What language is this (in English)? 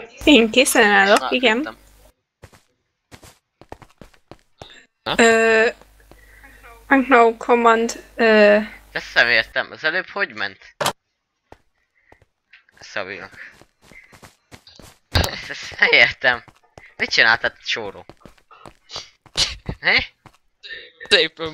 Hungarian